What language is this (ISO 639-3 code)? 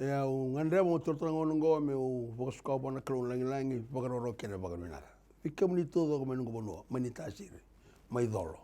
fij